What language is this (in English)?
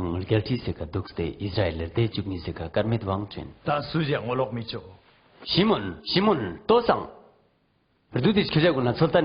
Ladakhi